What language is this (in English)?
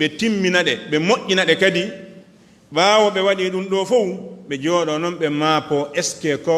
Fula